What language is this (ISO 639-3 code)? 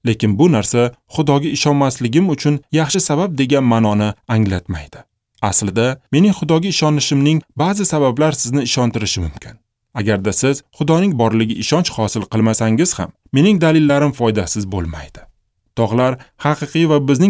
uzb